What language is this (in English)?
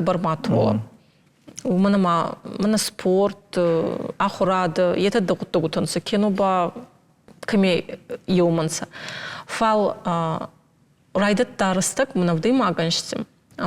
Ossetic